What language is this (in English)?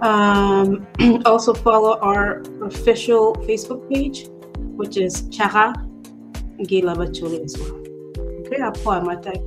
Acoli